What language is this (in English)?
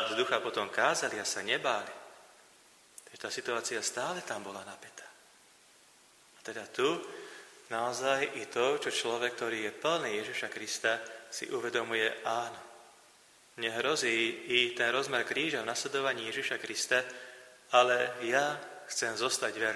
Slovak